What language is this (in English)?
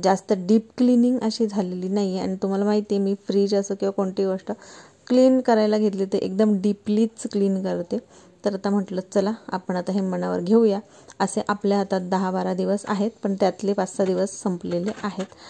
Marathi